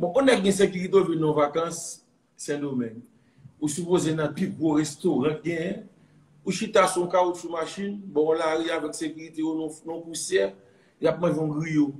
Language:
Haitian Creole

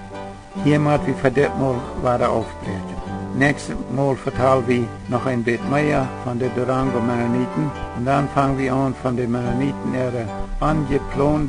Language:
Plautdietsch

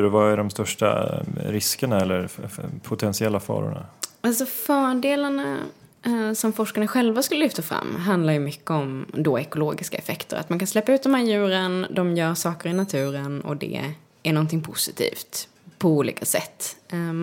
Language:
Swedish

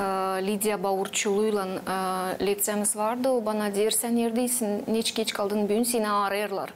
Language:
Gagauz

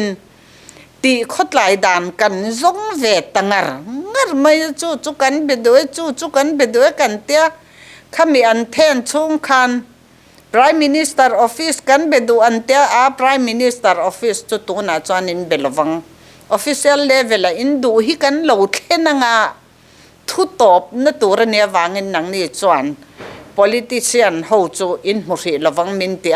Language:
Mizo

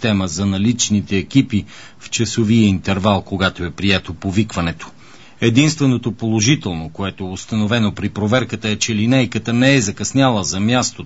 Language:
Bulgarian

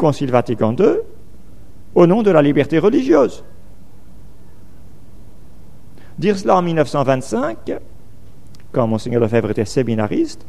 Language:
French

